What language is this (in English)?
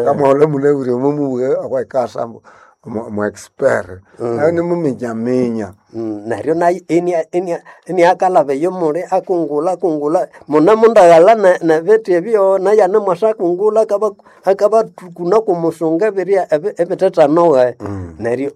Nande